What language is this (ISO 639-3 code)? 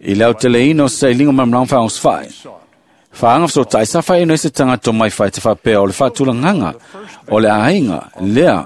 smo